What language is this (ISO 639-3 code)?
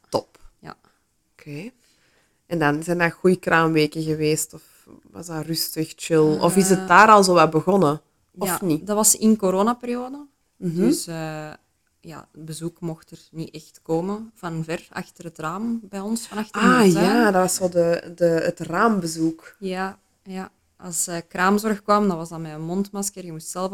nld